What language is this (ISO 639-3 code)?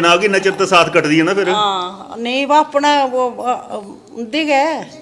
doi